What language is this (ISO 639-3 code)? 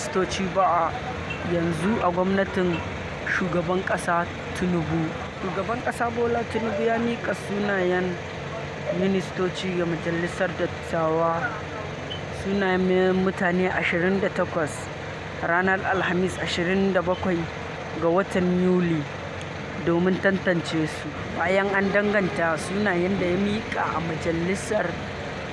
hau